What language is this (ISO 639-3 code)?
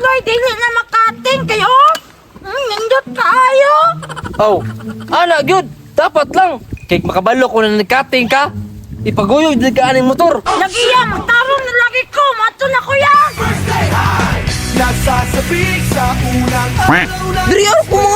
ceb